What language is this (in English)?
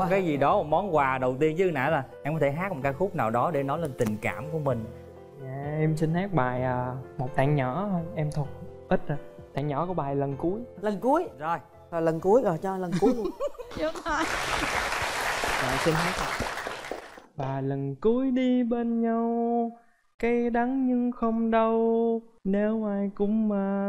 Vietnamese